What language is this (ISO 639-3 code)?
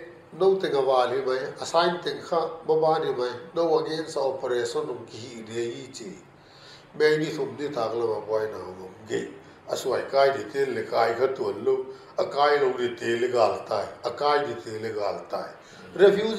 pck